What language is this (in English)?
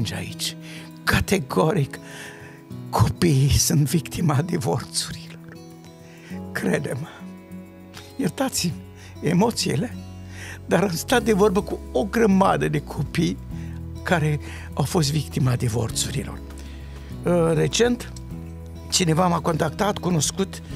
Romanian